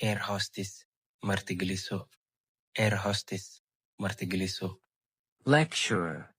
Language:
Somali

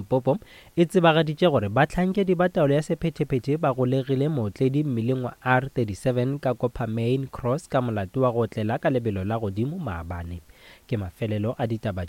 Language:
Northern Sotho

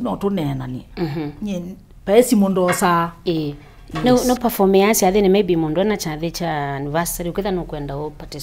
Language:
Kamba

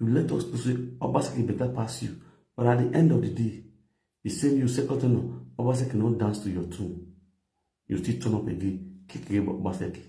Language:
Nigerian Pidgin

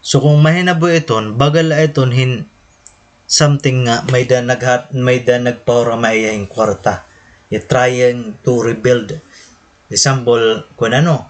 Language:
Waray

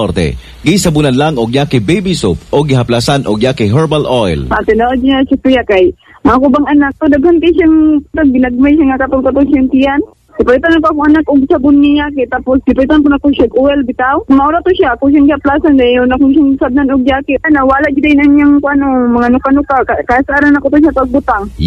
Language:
Cebuano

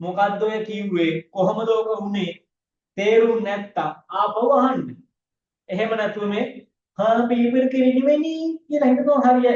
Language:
Sinhala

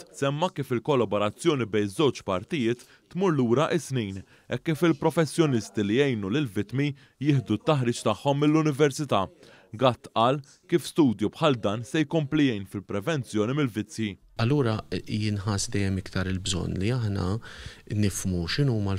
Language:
Maltese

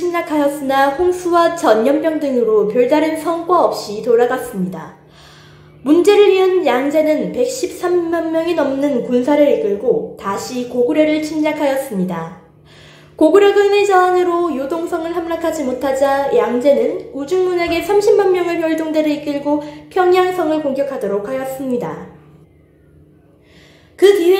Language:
Korean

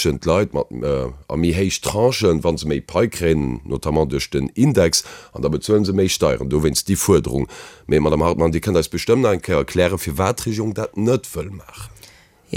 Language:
Luxembourgish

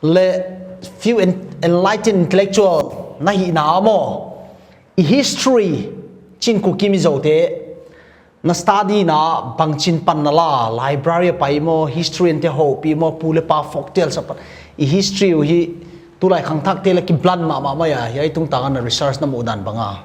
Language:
Paite Chin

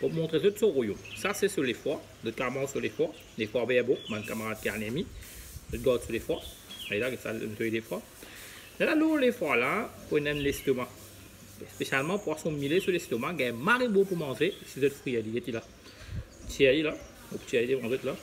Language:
Morisyen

